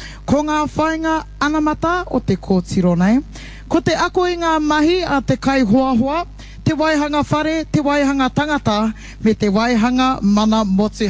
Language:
Māori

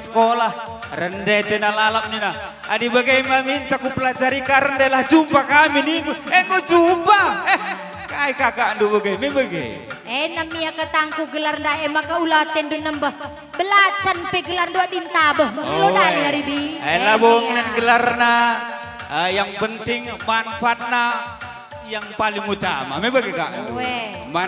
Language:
Batak Karo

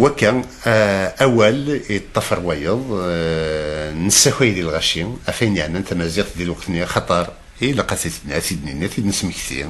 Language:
Kabyle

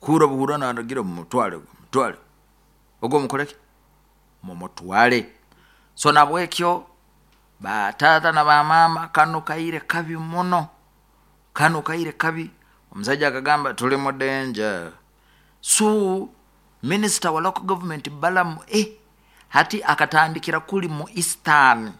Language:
Nyoro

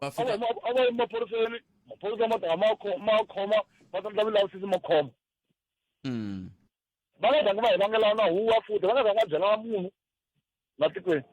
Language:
Tsonga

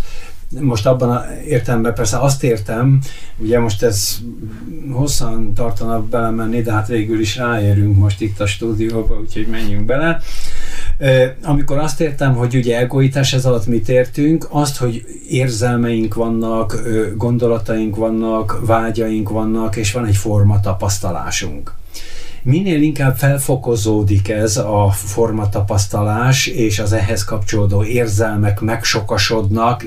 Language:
Hungarian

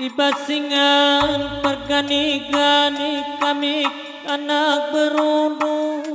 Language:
Batak Karo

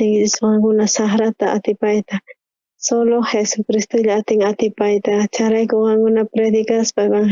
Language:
South Bolivian Quechua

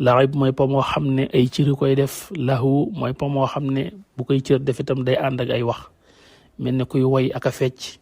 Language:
Wolof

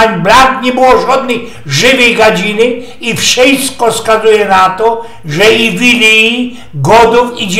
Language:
Silesian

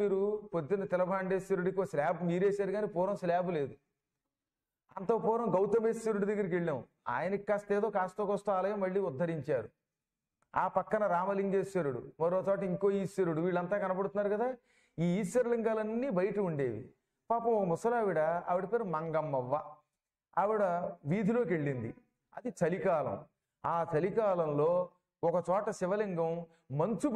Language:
Telugu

